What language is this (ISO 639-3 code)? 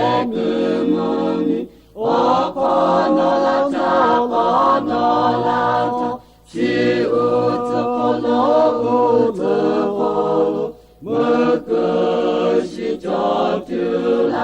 lhu